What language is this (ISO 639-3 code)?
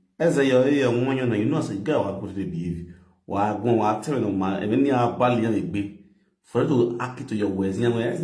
pcm